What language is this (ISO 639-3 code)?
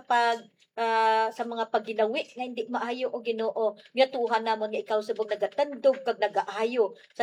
hil